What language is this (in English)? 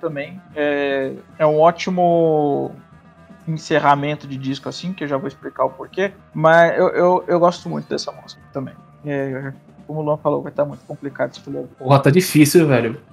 Portuguese